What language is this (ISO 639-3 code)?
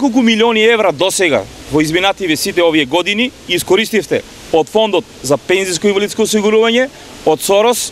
mkd